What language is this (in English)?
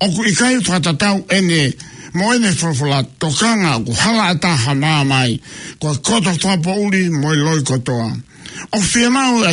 Tongan